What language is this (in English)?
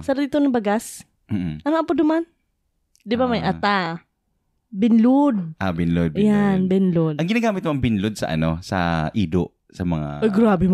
Bikol